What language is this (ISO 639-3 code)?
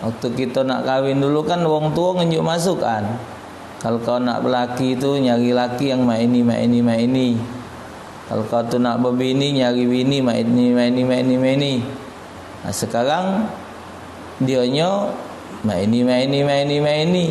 mui